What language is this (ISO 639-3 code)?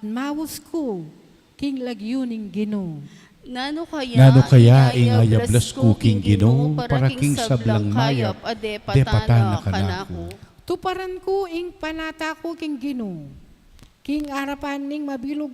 pam